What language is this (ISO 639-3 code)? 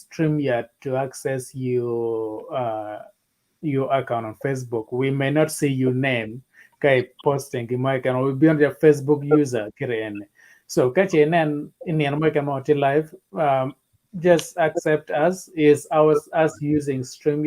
ach